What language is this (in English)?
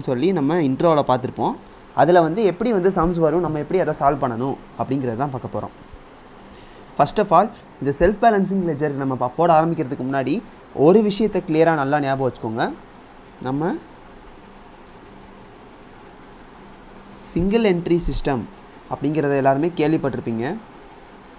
Tamil